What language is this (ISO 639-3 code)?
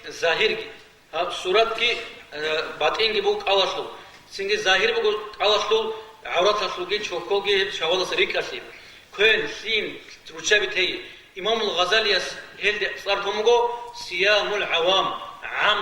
ava